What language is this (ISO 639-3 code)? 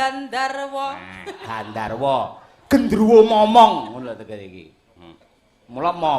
jav